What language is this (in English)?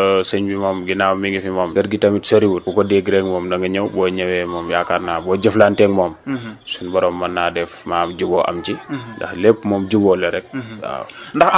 Wolof